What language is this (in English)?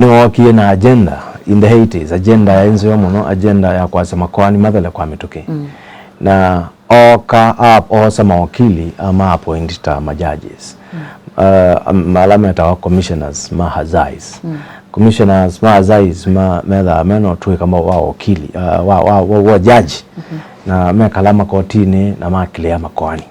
Kamba